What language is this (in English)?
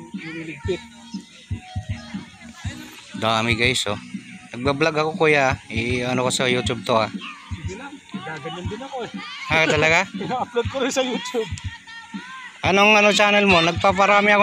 Filipino